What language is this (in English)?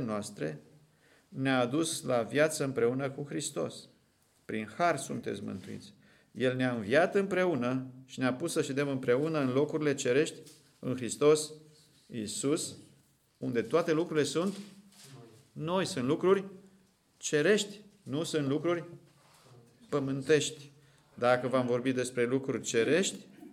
Romanian